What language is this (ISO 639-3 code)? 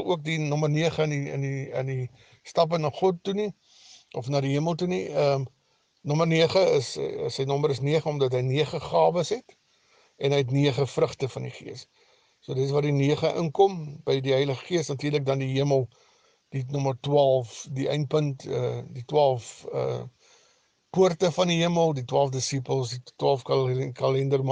afr